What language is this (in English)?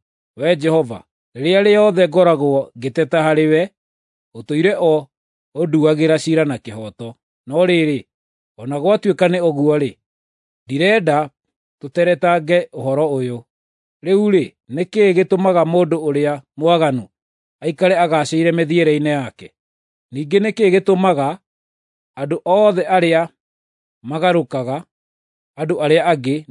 Kikuyu